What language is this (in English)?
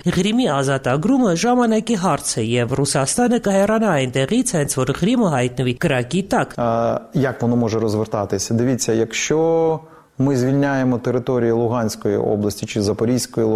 Armenian